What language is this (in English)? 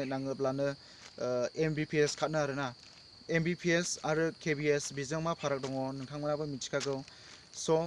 Bodo